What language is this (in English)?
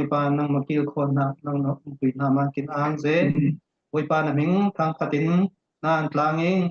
Falam Chin